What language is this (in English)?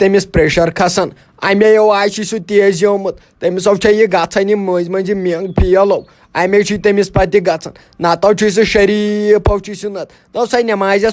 Kashmiri